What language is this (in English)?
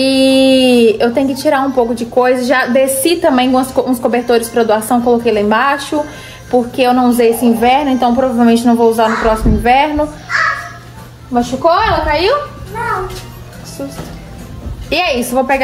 Portuguese